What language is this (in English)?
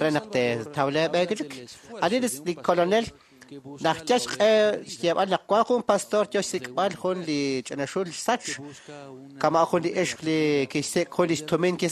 Kekchí